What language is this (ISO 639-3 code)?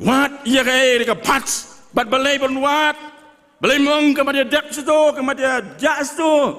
kha